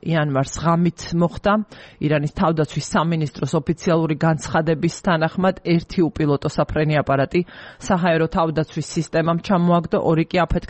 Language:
Georgian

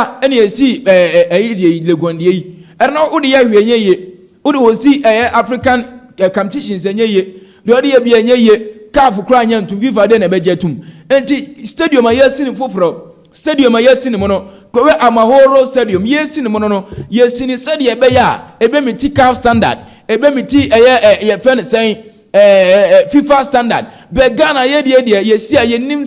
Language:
Akan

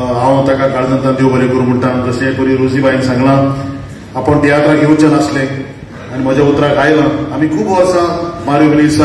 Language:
Konkani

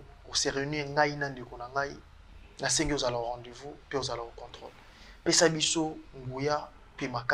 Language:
Lingala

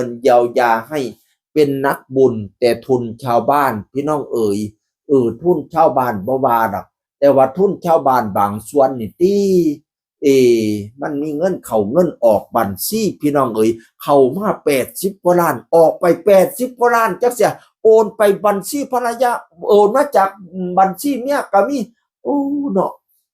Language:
Northeastern Thai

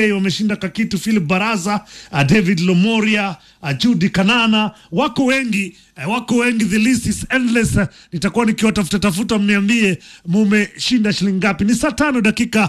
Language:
Swahili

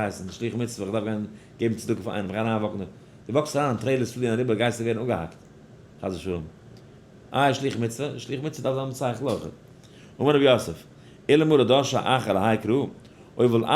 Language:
Yiddish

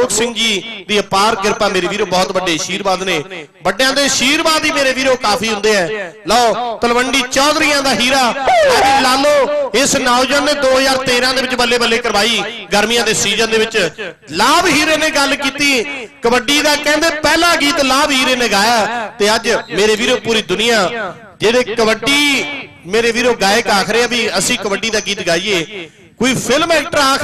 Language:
Punjabi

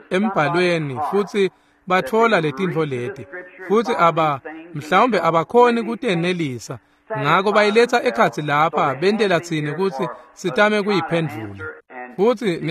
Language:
Swati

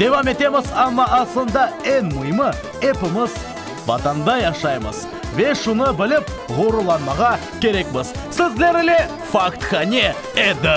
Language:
Crimean Tatar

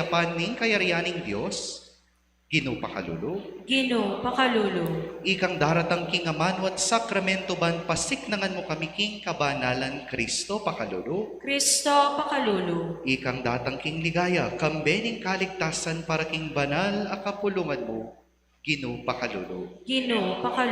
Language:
Pampanga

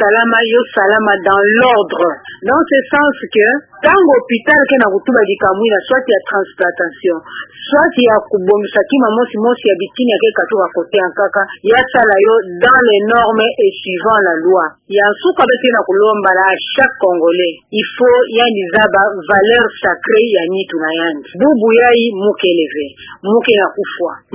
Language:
Kituba (Democratic Republic of Congo)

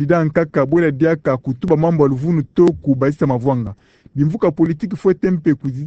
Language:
Kituba (Democratic Republic of Congo)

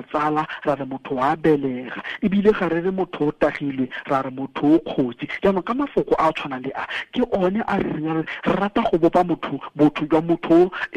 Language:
Tswana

